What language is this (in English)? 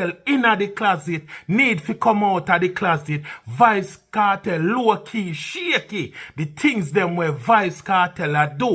Jamaican Creole English